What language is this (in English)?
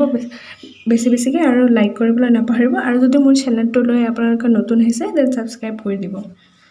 Assamese